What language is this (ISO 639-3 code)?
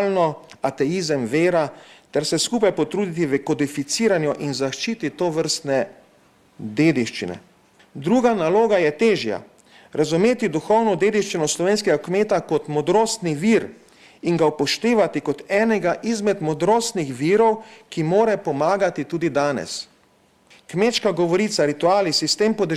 slv